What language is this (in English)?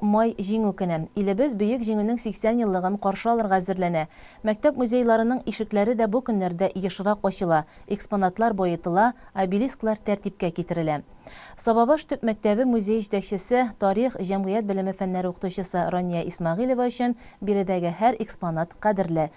Tatar